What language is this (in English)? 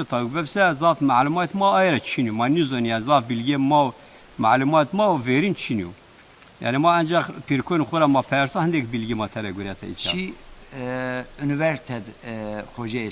Zaza